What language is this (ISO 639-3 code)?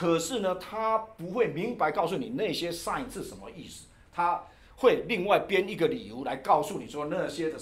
zho